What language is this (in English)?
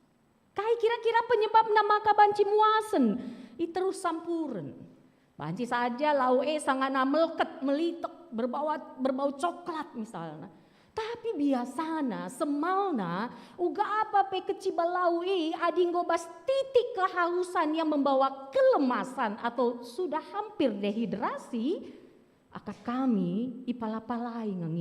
Batak Karo